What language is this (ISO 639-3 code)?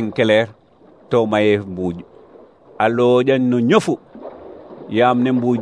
srr